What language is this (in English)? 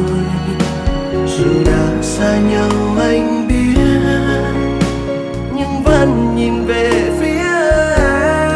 Vietnamese